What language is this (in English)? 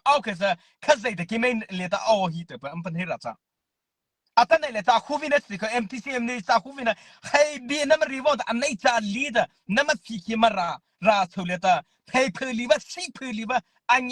Mara Chin